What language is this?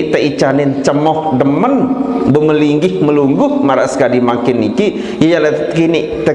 Sasak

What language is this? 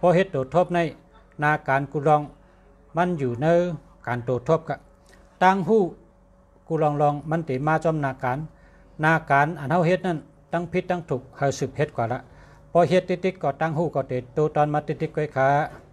Shan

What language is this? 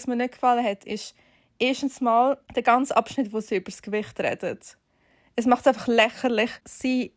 Swiss German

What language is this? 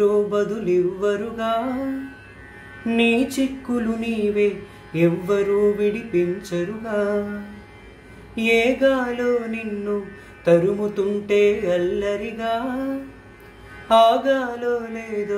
Telugu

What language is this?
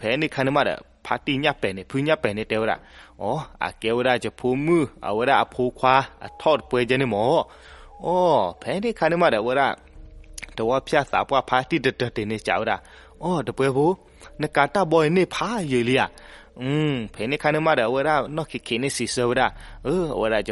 S'gaw Karen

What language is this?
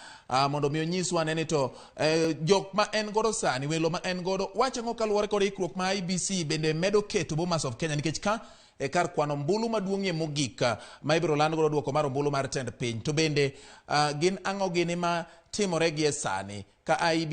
Luo (Kenya and Tanzania)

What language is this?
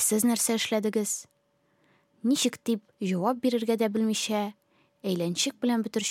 Tatar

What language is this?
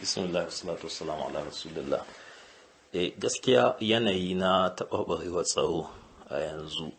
Hausa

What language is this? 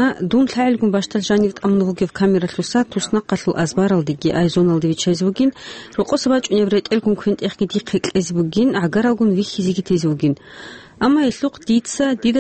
Avaric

